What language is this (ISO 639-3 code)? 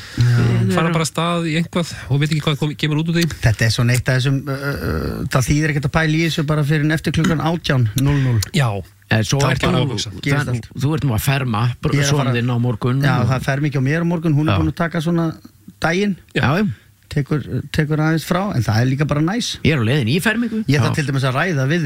isl